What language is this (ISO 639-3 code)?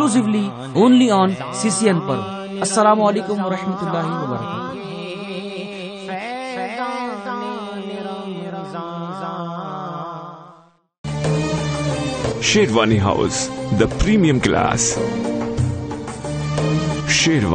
urd